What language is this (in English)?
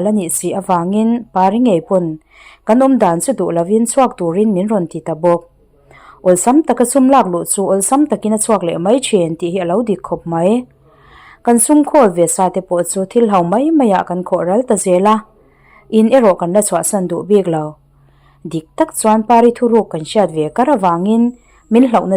Mizo